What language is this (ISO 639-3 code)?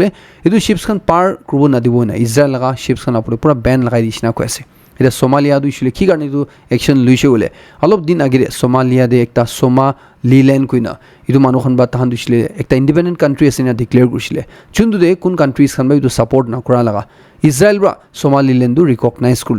nag